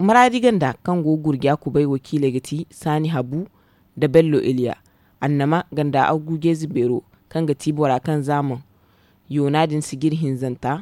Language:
Zarma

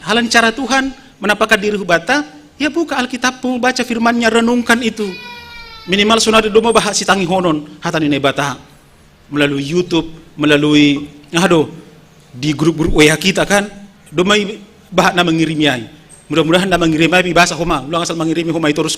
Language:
Batak Simalungun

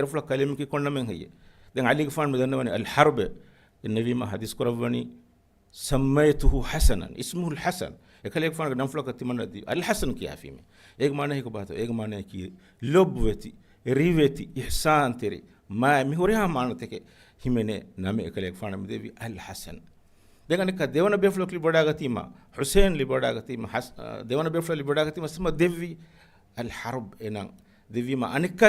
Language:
Divehi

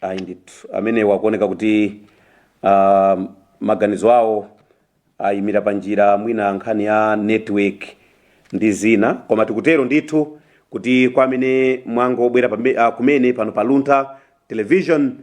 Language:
Nyanja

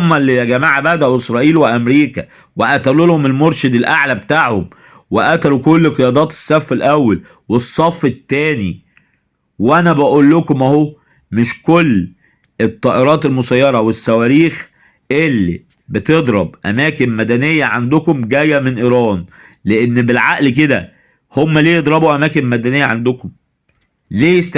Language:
Egyptian Arabic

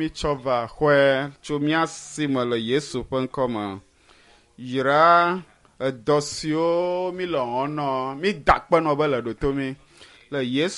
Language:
Ewe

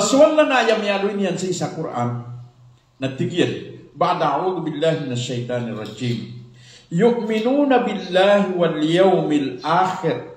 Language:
Maranao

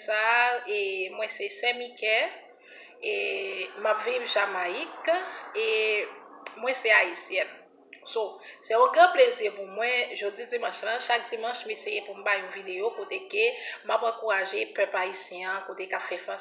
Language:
Haitian Creole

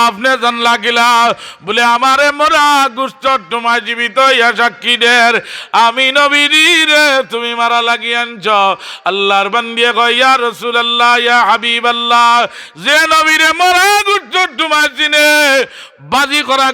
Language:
Sylheti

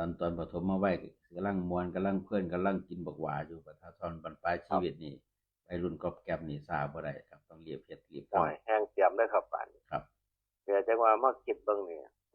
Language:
Northeastern Thai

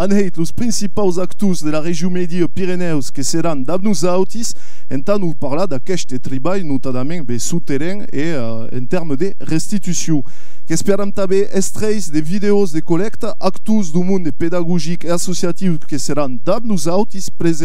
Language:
Occitan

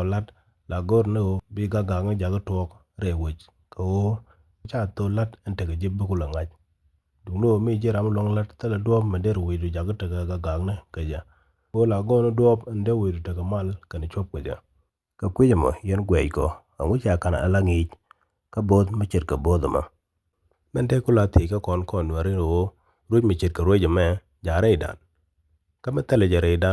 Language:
Nuer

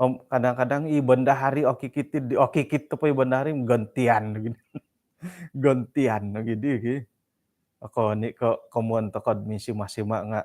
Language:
Central Dusun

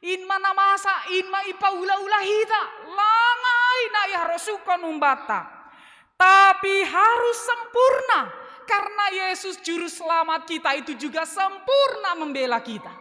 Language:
Batak Simalungun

